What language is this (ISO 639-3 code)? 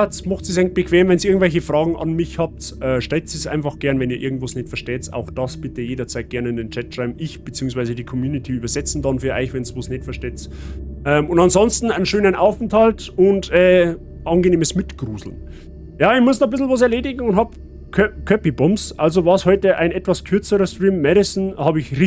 bar